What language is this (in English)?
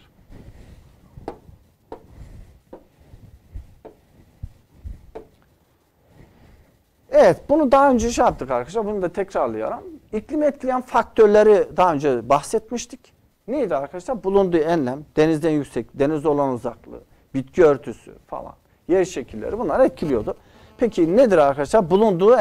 Turkish